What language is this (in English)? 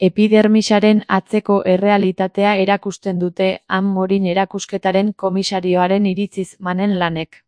Basque